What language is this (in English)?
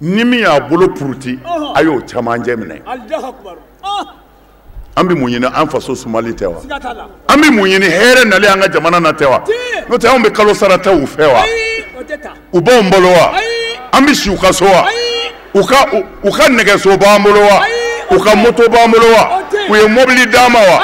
Bambara